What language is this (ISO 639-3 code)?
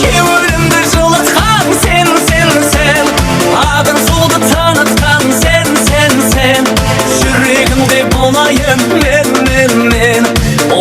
kaa